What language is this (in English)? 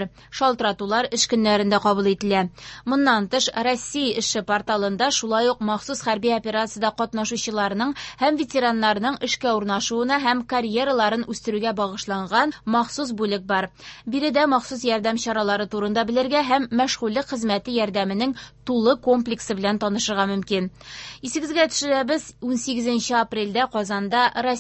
Tatar